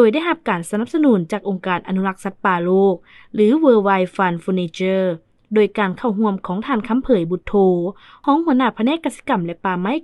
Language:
Lao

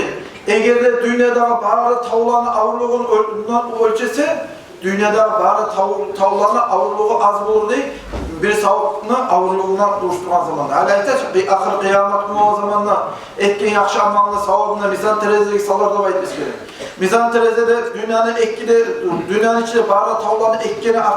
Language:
Kumyk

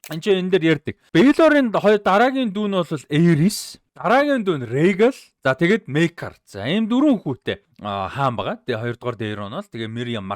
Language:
Mongolian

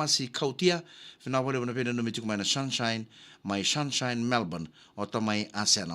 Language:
Fijian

